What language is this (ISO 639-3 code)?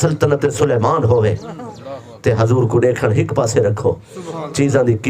skr